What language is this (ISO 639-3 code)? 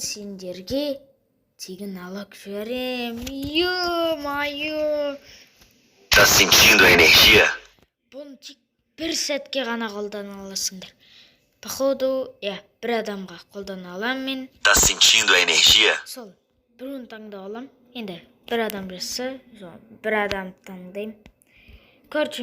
kaz